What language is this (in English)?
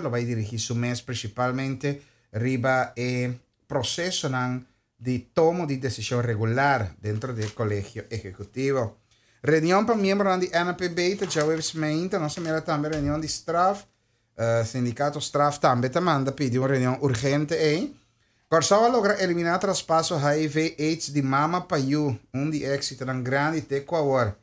Papiamento